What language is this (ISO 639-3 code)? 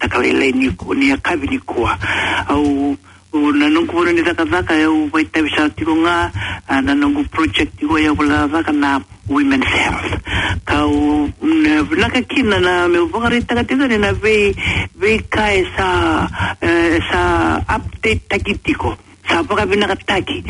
fij